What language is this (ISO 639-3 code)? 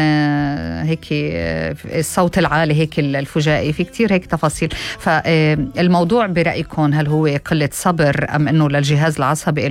apc